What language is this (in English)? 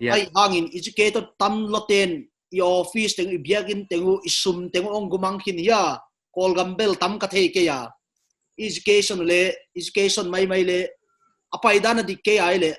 Paite Chin